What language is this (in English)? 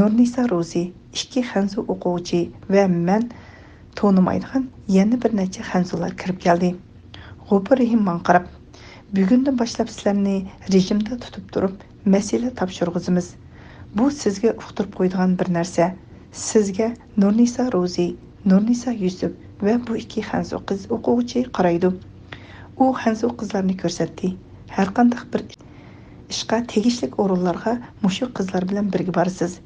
Uyghur